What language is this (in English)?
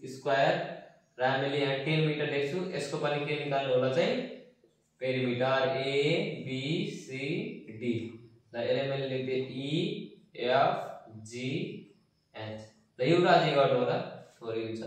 Nepali